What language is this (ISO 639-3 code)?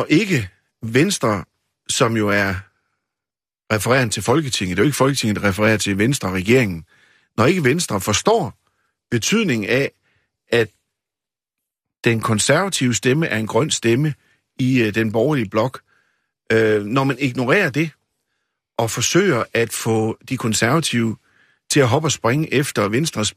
dan